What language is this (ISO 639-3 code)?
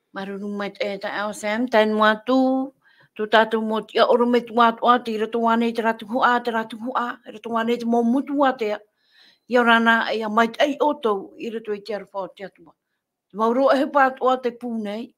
tah